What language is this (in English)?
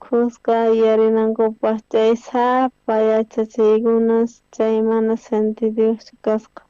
South Bolivian Quechua